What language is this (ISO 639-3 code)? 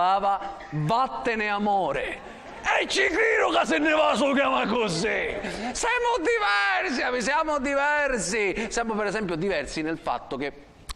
scn